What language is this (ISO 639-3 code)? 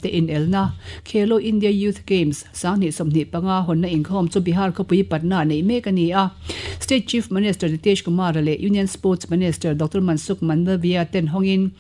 lus